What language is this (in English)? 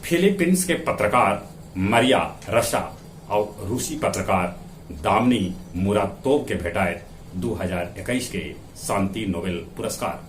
Magahi